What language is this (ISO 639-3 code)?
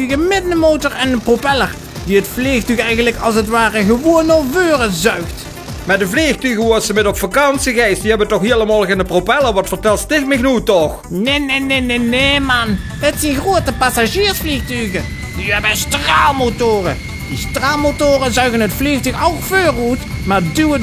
lim